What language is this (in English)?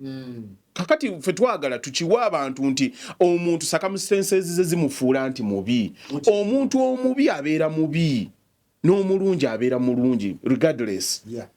Ganda